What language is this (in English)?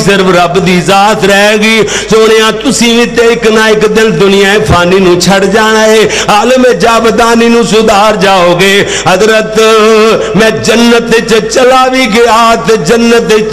Western Panjabi